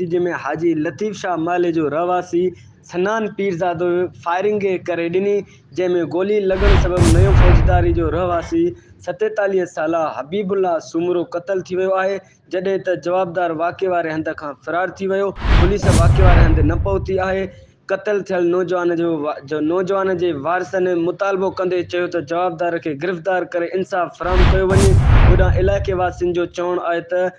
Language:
Sindhi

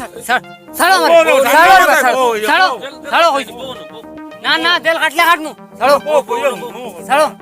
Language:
Sylheti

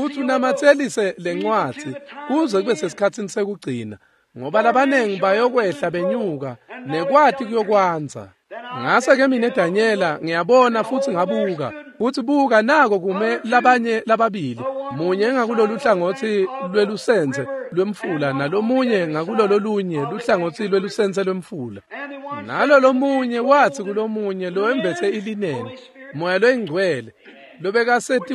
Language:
Swati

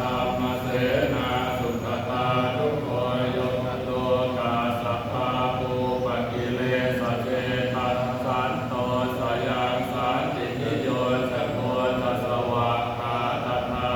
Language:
Pali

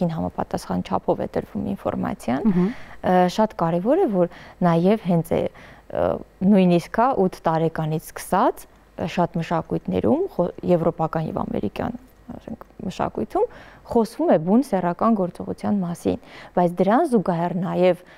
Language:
Armenian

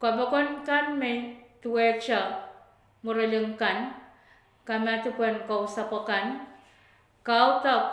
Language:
Pohnpeian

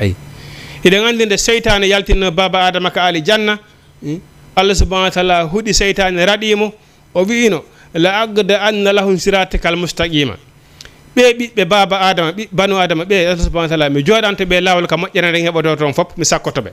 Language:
Fula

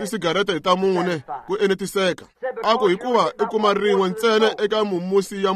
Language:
Tsonga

